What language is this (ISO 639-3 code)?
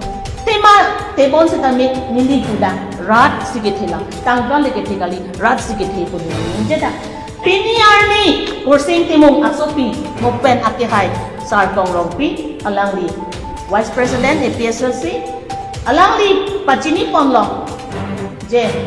mjw